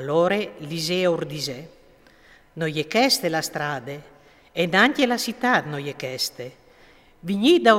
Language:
Friulian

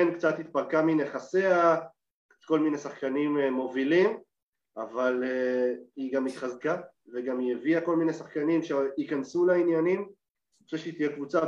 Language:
Hebrew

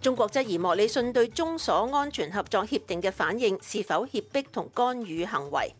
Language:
Cantonese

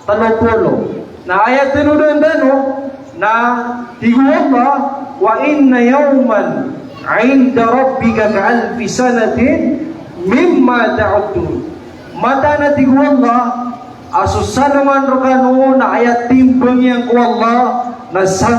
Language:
Maranao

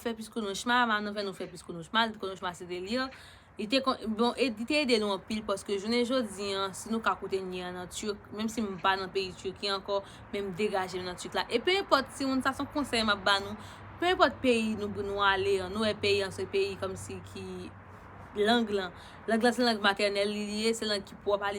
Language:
Haitian Creole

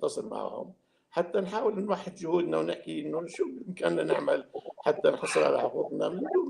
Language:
North Levantine Arabic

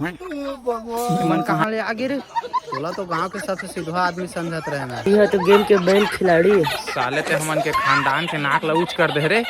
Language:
Chhattisgarhi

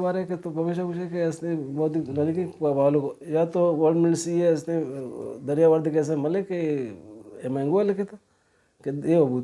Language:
Baluchi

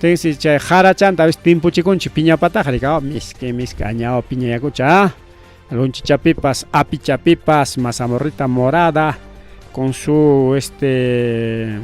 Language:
Ayacucho Quechua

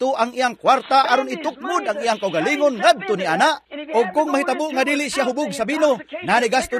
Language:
Cebuano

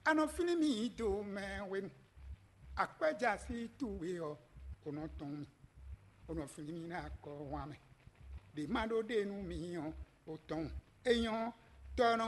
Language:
Fon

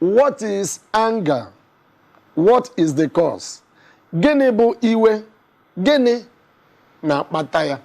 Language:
Igbo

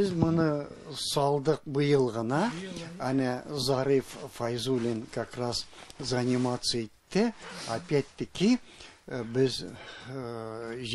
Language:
Tatar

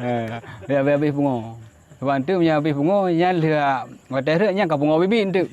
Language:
Achinese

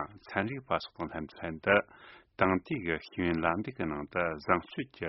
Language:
Tibetan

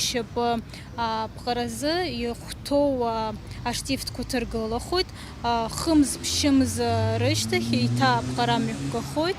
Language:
Abkhazian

